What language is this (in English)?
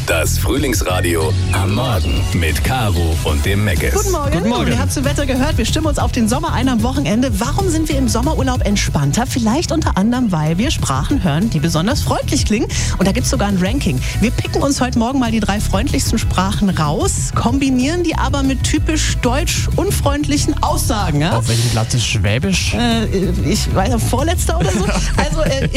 German